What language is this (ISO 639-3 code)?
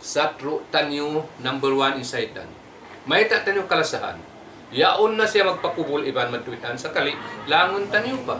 tsg